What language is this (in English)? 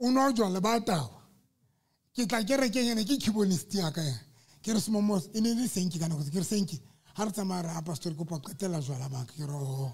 Southern Sotho